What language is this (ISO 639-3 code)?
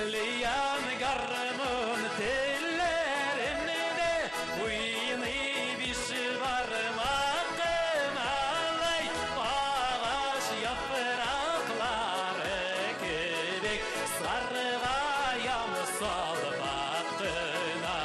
tat